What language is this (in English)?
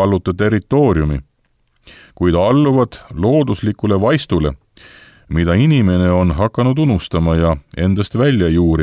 Estonian